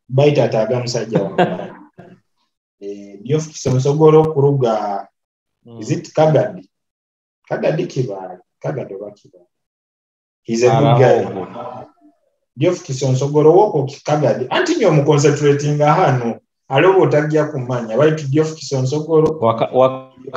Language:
Nyoro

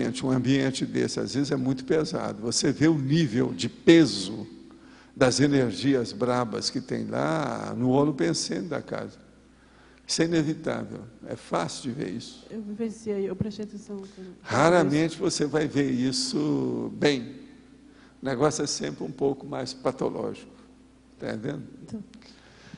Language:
Portuguese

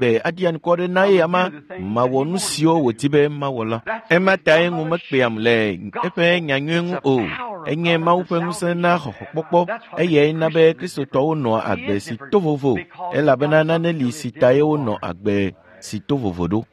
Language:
Ewe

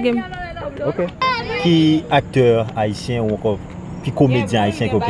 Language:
Haitian Creole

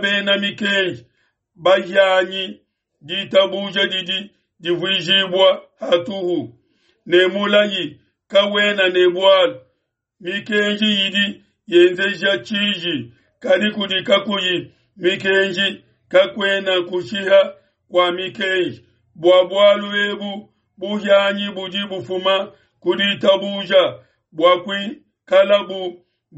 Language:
Luba-Lulua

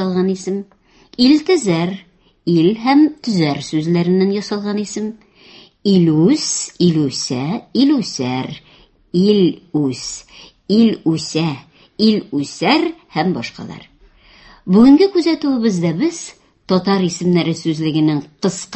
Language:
Tatar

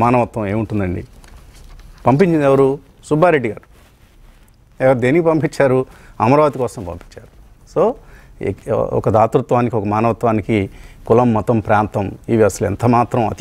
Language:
Telugu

